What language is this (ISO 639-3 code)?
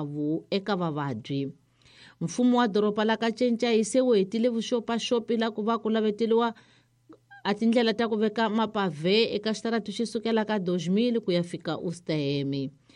tso